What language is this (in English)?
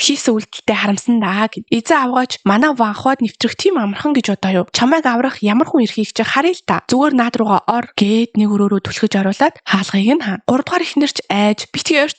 Mongolian